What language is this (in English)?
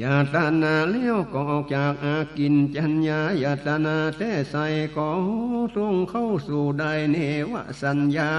Northern Thai